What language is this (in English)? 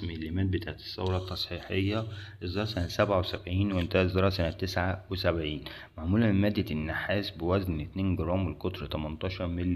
Egyptian Arabic